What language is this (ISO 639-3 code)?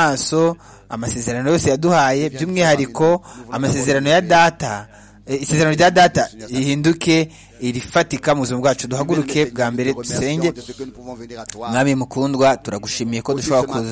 kin